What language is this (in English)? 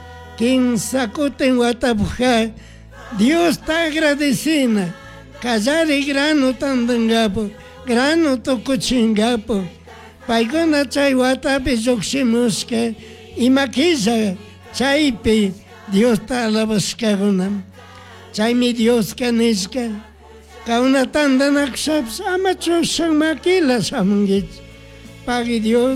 Chimborazo Highland Quichua